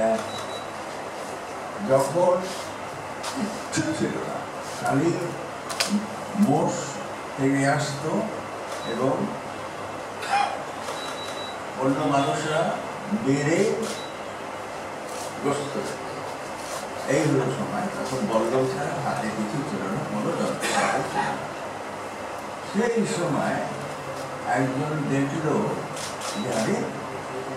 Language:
Bangla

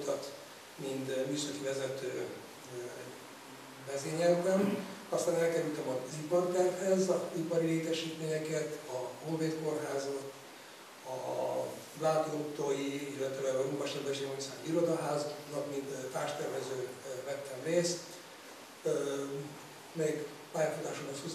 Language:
Hungarian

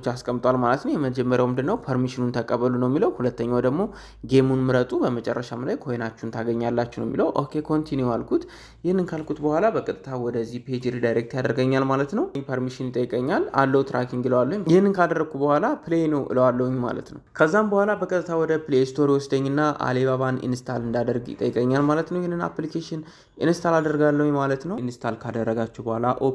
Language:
Amharic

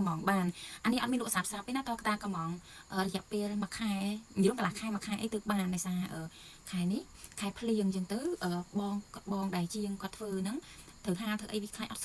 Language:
Khmer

